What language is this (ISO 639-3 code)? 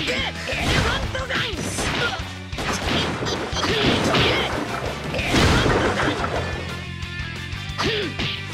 jpn